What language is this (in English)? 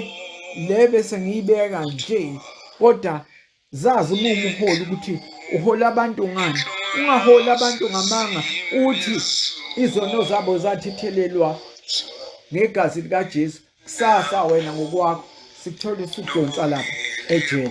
Zulu